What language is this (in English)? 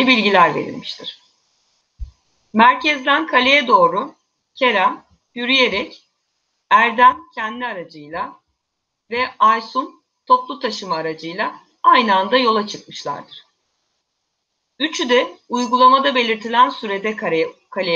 Turkish